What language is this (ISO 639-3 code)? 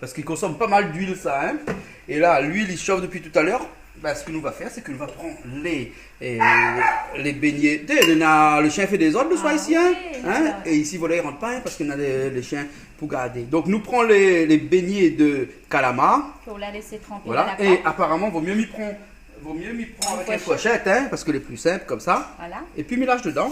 rcf